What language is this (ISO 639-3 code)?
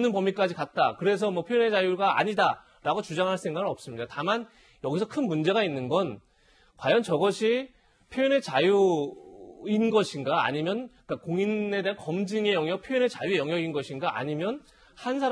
kor